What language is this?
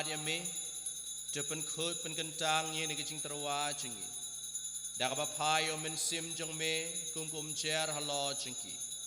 Khasi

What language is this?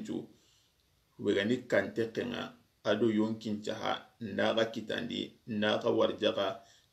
Soninke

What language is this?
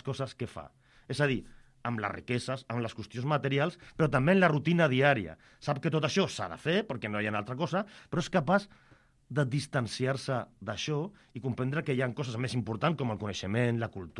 Catalan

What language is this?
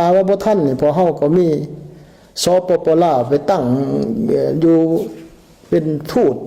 Lao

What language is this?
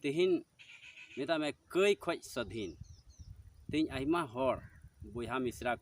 Santali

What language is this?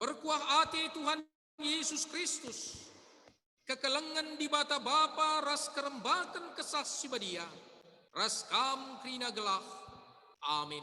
Batak Karo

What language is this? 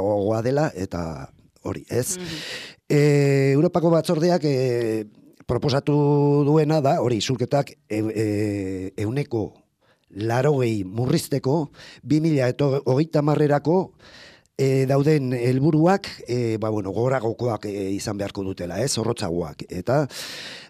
Basque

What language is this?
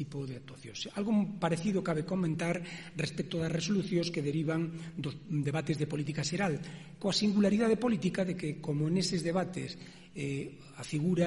Galician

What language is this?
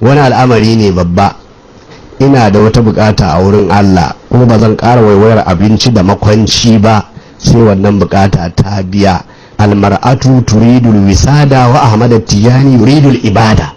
Hausa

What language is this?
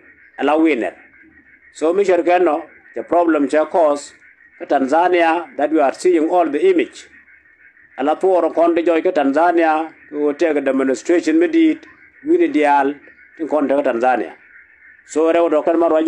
Nuer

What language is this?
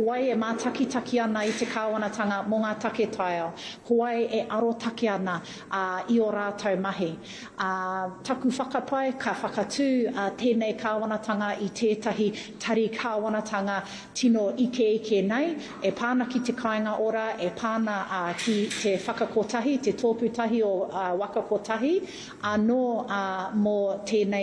Māori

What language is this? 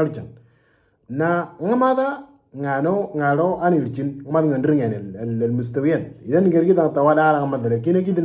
Moro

